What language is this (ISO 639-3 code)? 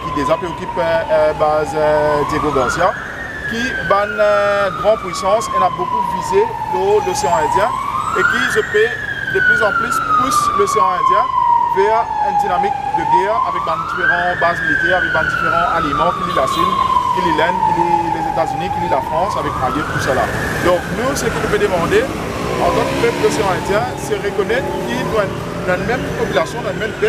mfe